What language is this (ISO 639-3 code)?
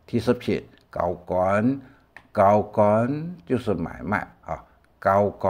hak